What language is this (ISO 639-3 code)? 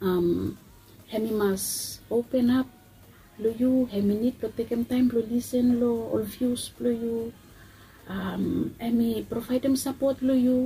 bis